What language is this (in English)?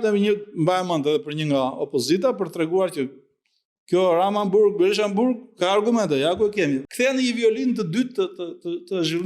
Albanian